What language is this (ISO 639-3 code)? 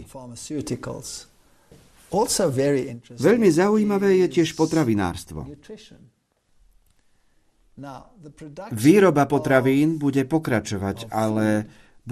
slk